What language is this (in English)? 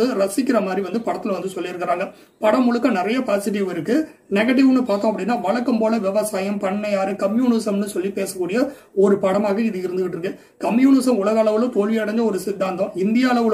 Tamil